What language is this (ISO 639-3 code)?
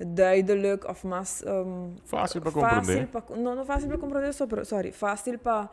pap